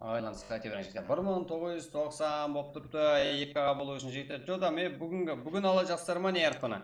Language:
Kara-Kalpak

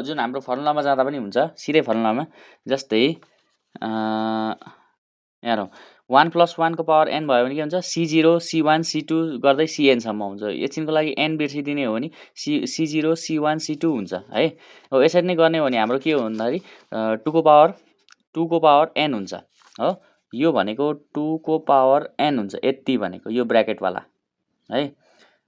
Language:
Nepali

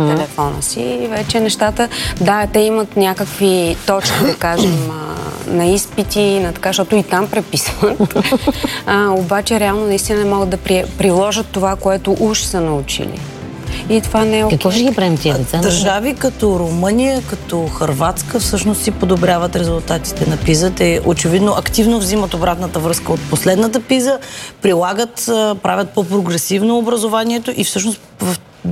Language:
Bulgarian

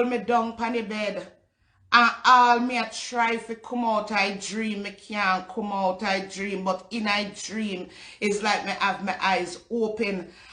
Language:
Jamaican Creole English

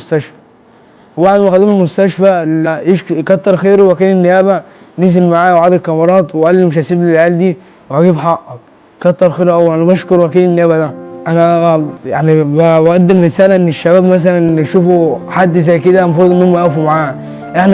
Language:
Egyptian Arabic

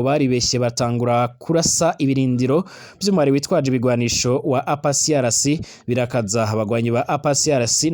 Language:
Rundi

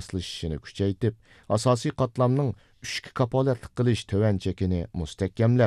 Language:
Uyghur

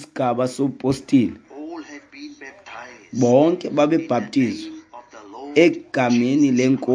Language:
Xhosa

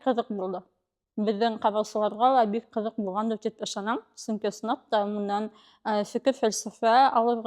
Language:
Bashkir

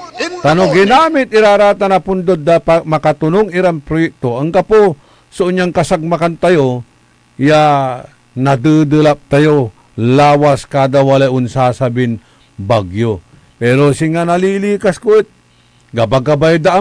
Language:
Pangasinan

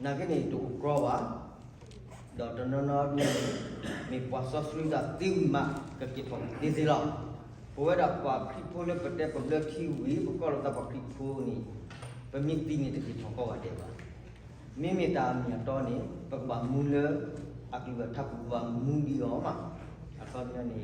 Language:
S'gaw Karen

